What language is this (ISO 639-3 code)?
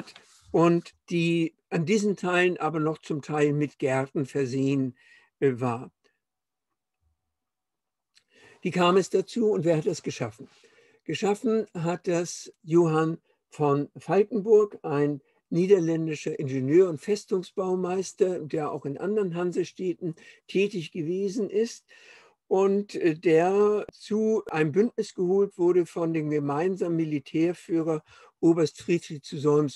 deu